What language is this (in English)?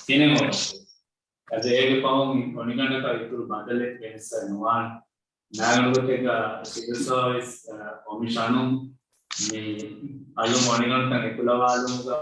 Divehi